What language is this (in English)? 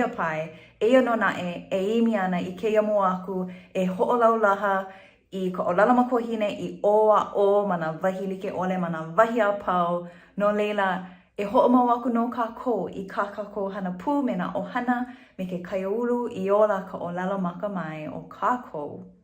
Hawaiian